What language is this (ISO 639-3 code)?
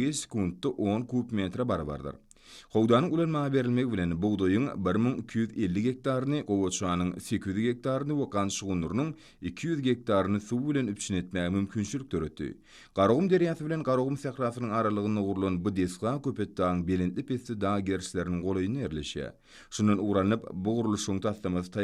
tuk